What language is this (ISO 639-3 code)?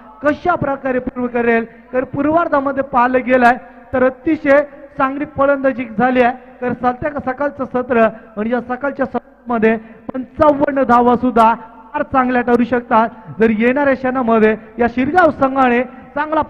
mar